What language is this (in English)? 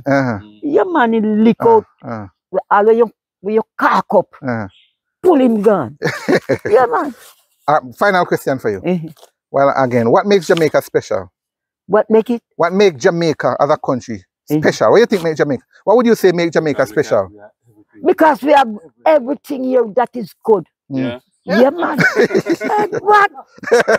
Jamaican Creole English